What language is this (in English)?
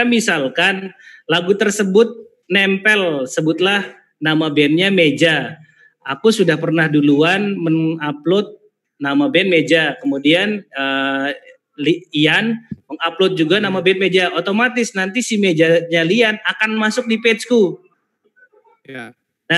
Indonesian